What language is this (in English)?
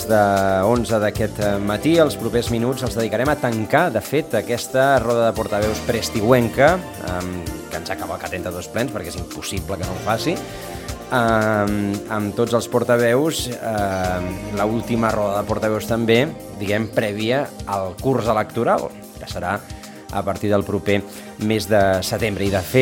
Catalan